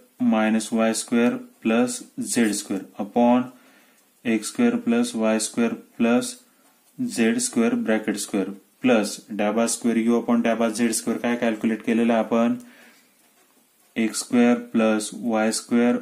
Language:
Marathi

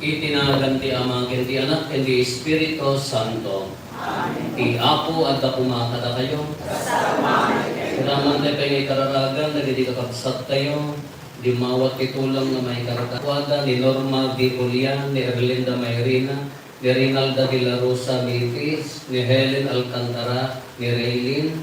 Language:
Iloko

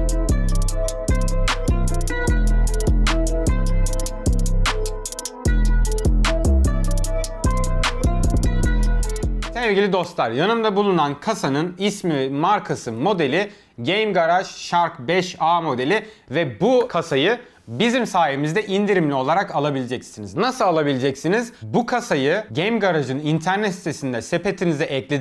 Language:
Turkish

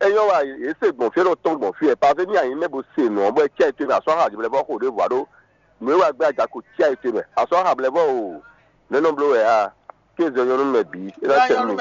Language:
Fon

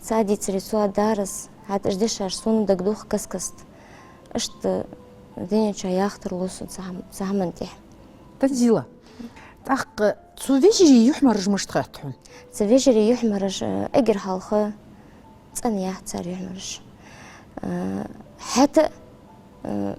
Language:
Ingush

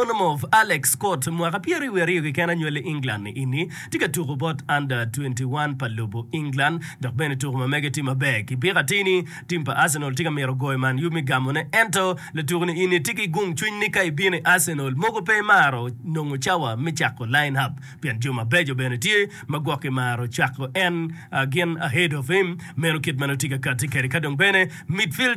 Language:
Acoli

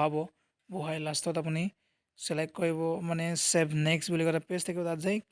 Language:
Assamese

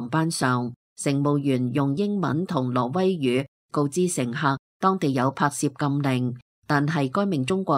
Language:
Cantonese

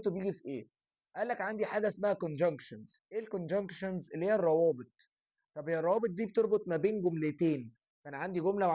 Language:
Egyptian Arabic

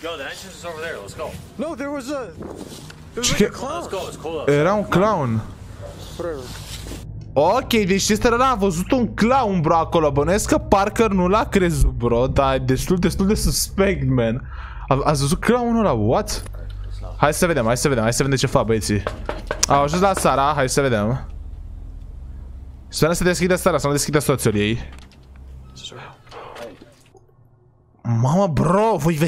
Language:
Romanian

